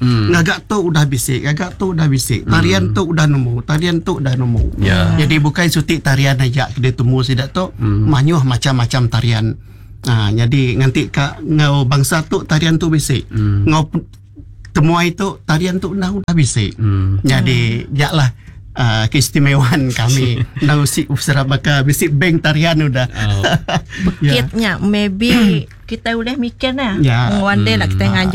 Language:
Iban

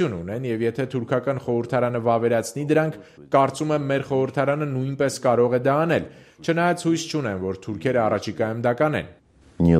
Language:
Armenian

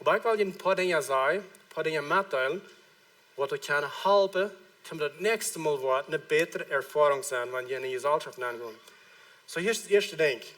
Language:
Plautdietsch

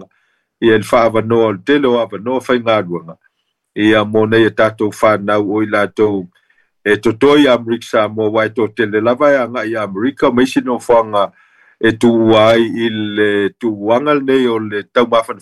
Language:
Samoan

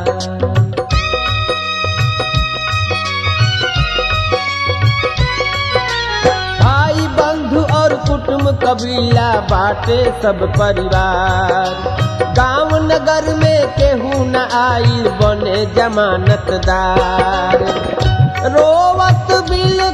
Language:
Bhojpuri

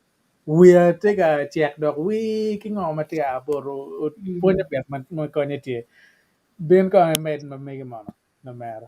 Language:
Acoli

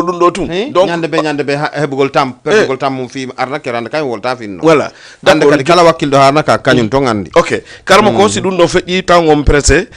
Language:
Fula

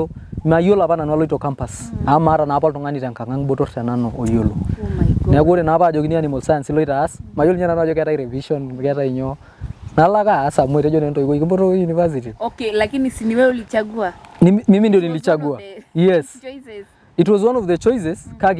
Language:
Masai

